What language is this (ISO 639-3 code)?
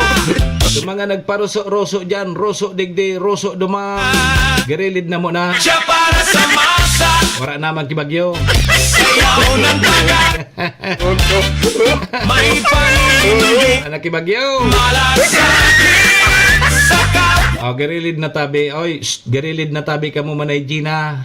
bik